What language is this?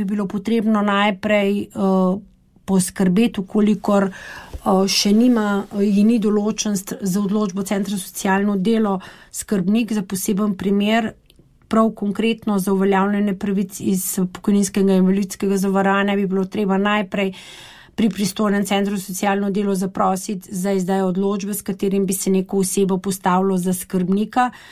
Slovenian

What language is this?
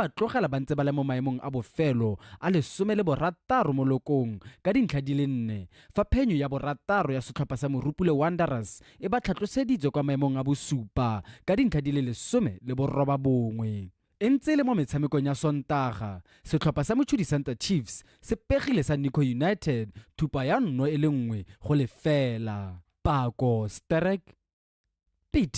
Tswana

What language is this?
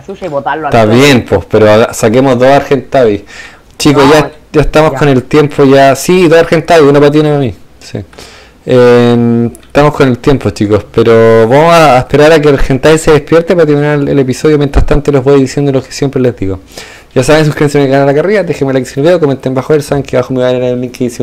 Spanish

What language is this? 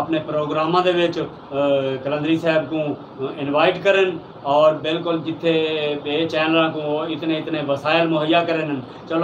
Saraiki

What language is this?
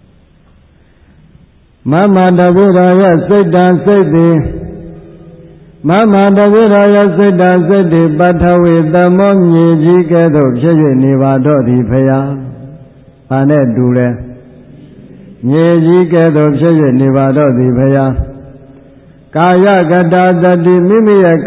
Burmese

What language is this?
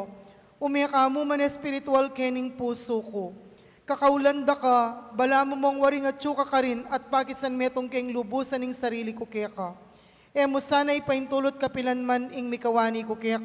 Pampanga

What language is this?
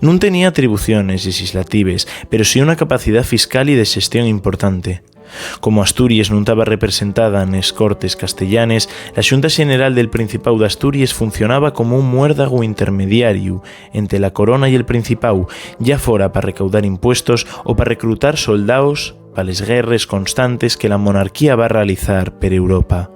Asturian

